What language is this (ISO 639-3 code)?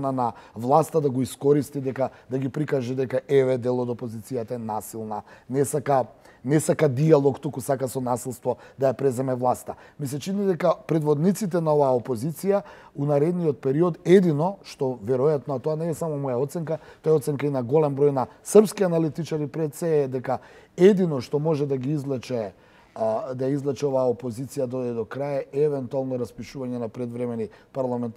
mkd